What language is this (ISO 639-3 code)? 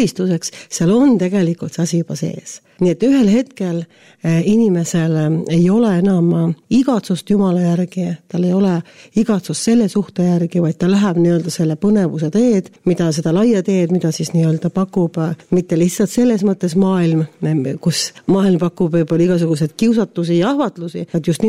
est